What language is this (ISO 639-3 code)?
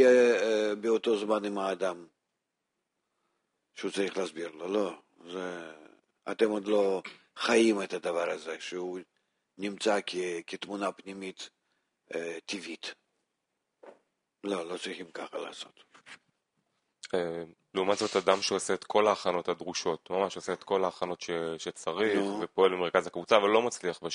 heb